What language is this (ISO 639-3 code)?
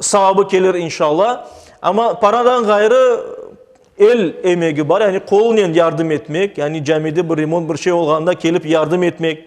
crh